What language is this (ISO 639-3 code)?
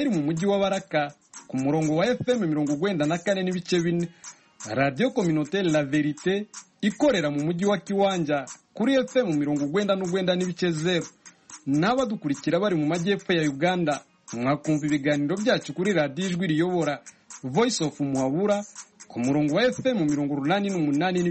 kin